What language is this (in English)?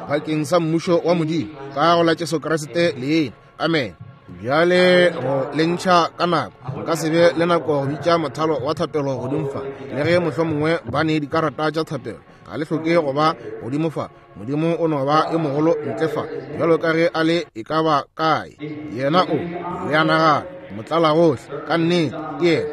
Northern Sotho